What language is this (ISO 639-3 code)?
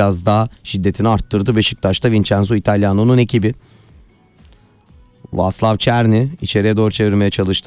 tur